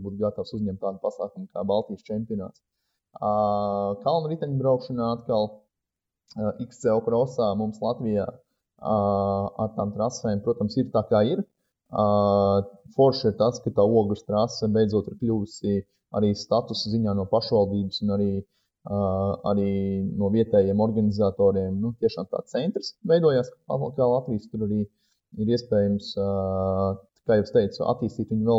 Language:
Latvian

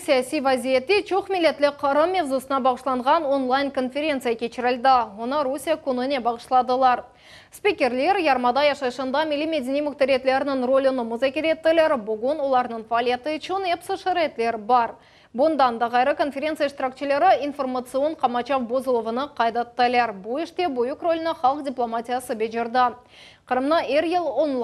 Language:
Crimean Tatar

